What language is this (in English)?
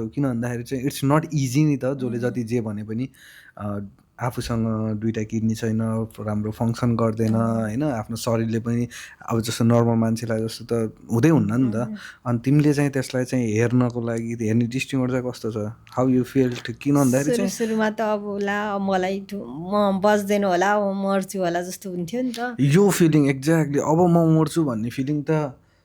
Nepali